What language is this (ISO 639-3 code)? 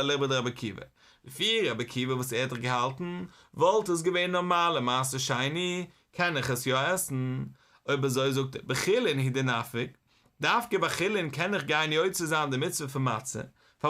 yid